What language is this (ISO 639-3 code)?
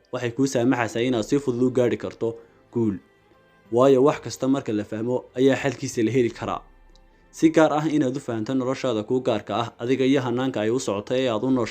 som